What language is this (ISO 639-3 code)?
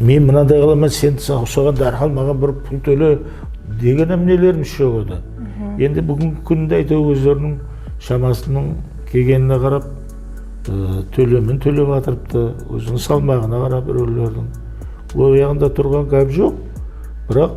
kaa